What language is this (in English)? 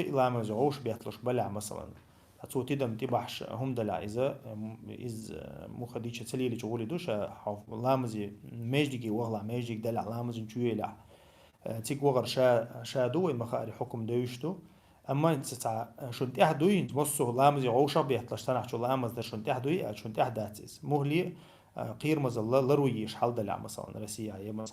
Chechen